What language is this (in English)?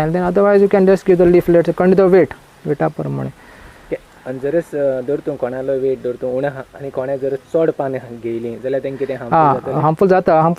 Konkani